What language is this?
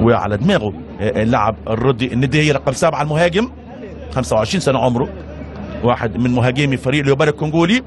Egyptian Arabic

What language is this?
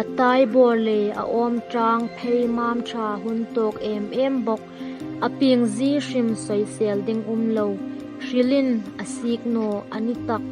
Hmar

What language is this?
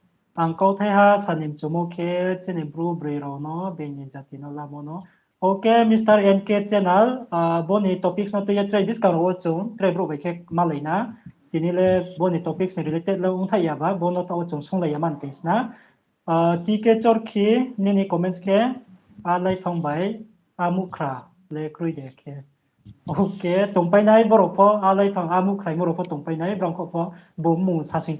Riang (India)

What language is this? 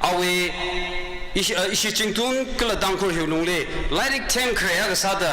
Tangkhul Naga (India)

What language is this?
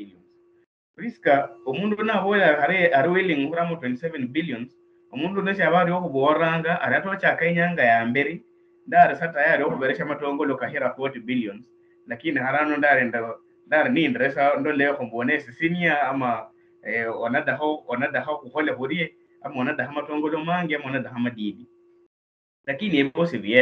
Luyia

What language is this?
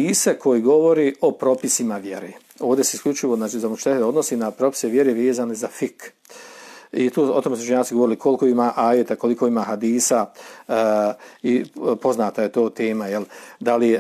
Bosnian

